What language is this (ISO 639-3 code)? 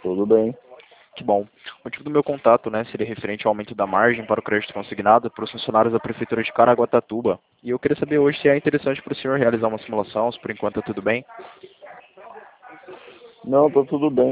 por